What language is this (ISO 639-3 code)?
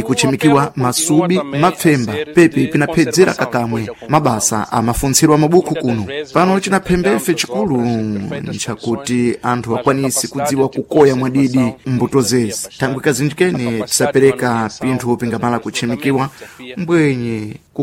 seh